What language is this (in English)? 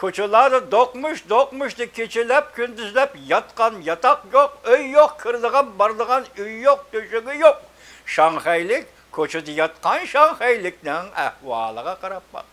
Uyghur